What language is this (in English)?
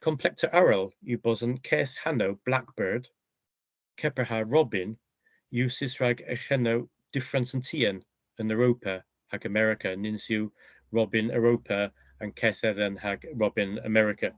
Cornish